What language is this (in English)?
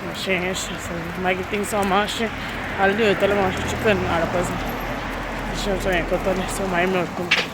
Konkani